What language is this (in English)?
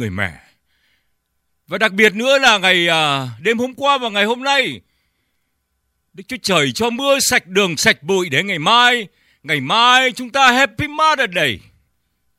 Vietnamese